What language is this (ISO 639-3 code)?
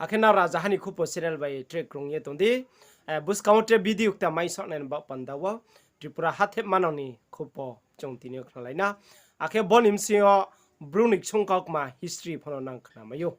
ria